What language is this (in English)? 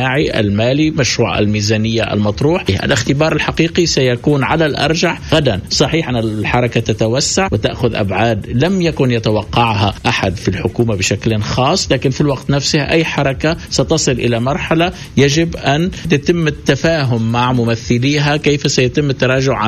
Tunisian Arabic